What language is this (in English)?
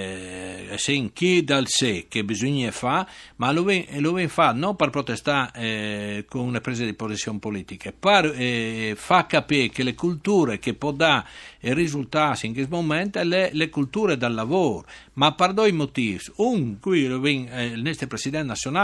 Friulian